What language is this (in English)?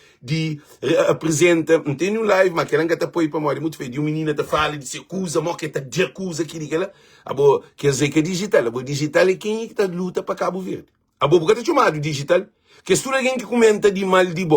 Kabuverdianu